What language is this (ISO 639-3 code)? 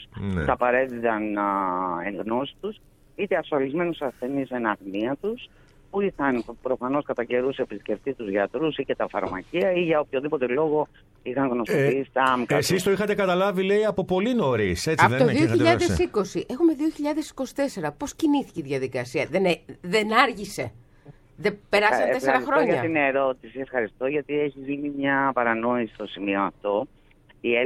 ell